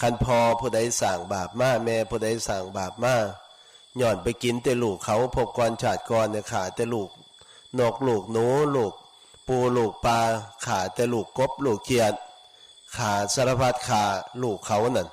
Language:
Lao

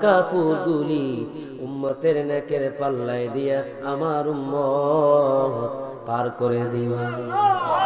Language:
Bangla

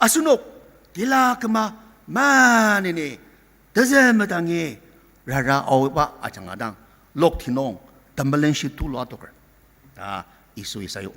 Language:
Ao Naga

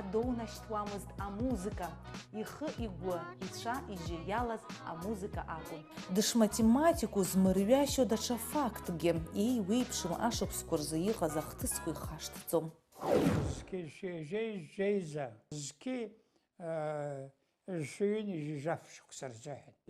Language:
Abkhazian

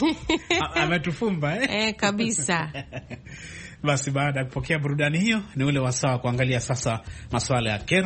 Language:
Swahili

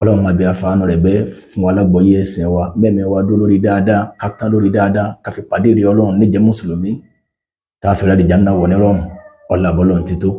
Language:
Yoruba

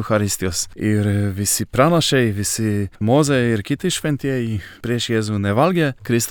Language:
Lithuanian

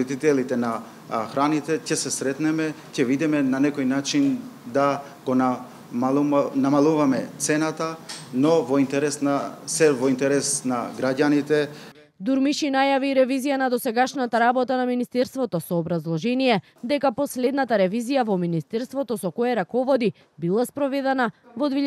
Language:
Macedonian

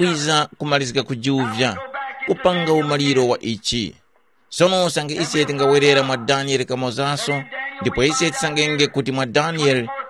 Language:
Tumbuka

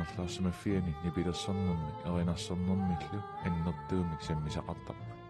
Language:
Kalaallisut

